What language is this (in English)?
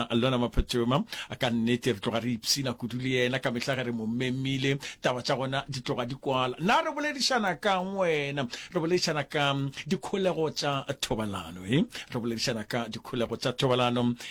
Northern Sotho